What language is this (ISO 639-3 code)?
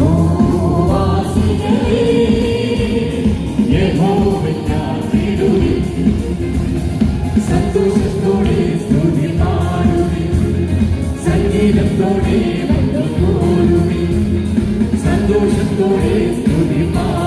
mal